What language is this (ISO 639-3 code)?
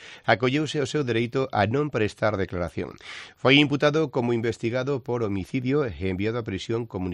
glg